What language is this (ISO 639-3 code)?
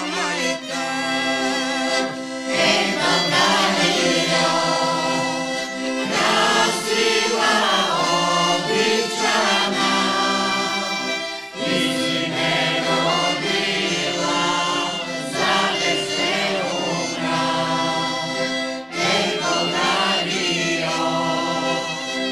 bul